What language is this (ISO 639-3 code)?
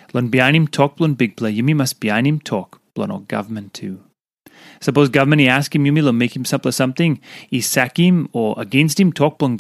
tpi